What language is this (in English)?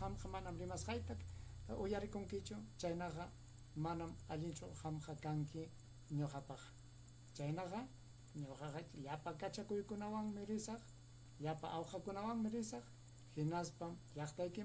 Ayacucho Quechua